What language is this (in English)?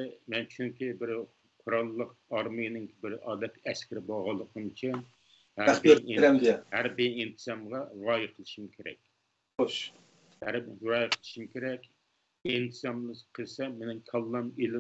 Uyghur